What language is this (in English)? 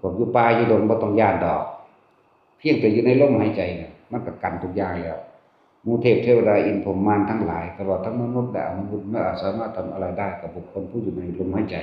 Northeastern Thai